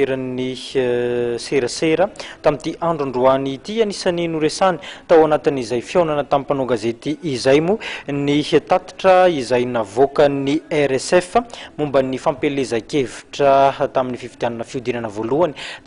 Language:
Malagasy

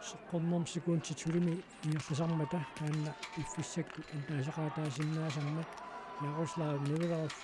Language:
Kalaallisut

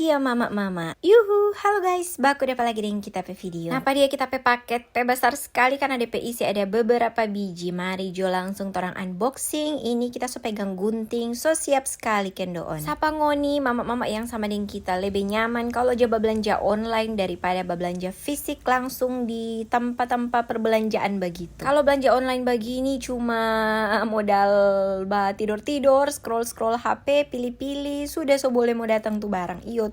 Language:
Manado Malay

